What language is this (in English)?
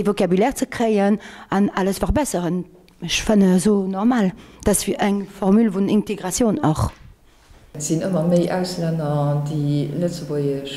Luxembourgish